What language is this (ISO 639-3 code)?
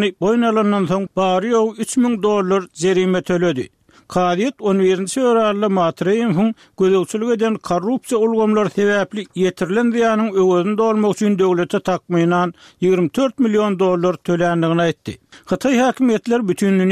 tuk